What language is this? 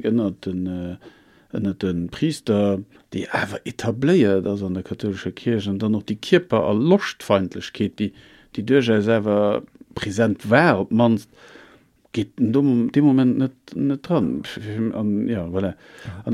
Luxembourgish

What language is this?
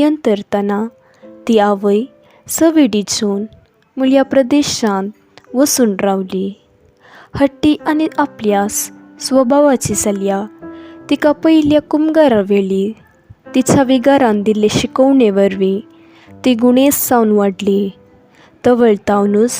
Konkani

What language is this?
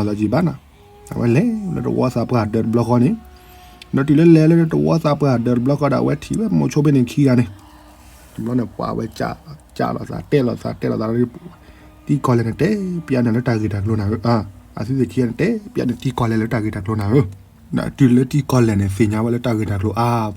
S'gaw Karen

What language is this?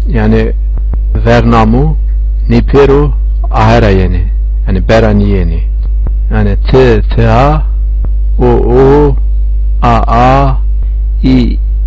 Zaza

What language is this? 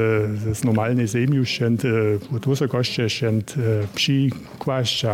Upper Sorbian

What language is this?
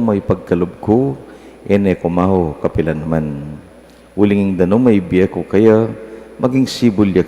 Pampanga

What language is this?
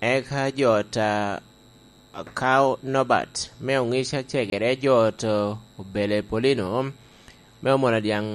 Lango (Uganda)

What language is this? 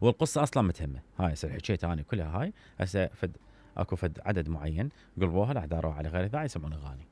Mesopotamian Arabic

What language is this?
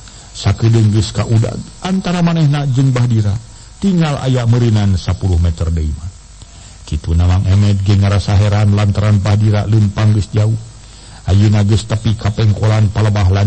Sundanese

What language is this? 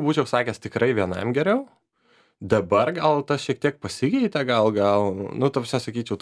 Lithuanian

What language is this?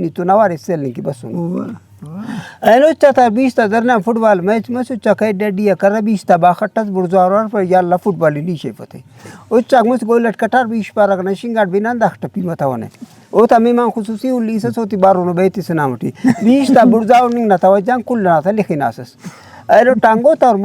Brahui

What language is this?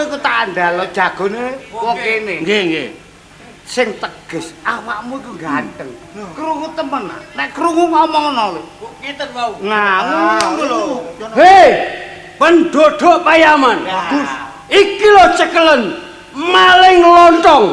Javanese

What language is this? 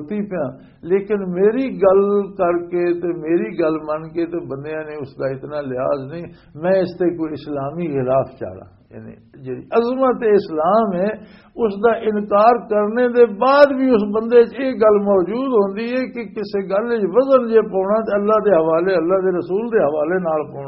Western Panjabi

